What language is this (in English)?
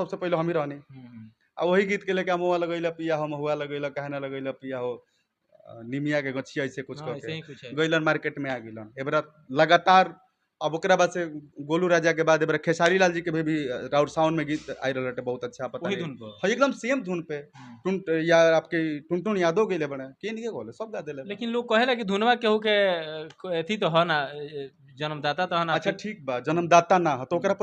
Bhojpuri